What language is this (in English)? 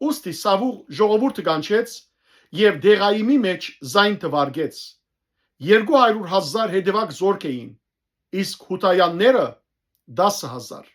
Western Armenian